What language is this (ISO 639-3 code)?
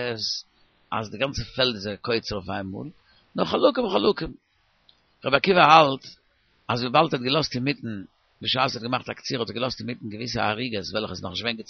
yid